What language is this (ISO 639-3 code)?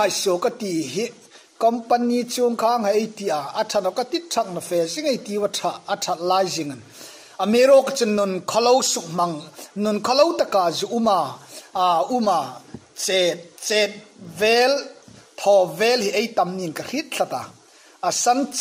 hmr